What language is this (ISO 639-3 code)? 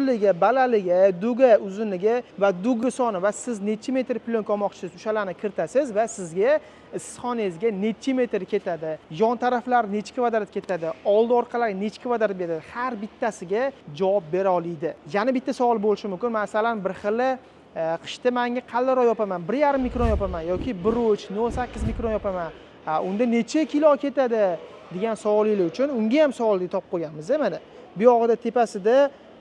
uzb